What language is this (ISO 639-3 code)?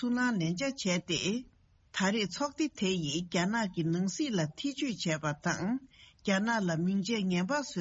bod